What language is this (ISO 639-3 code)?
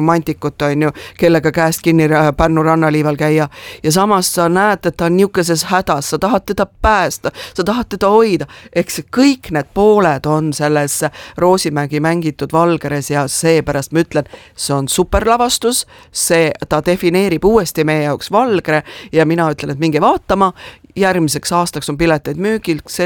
est